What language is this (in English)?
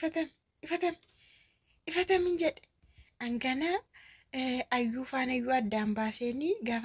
Oromo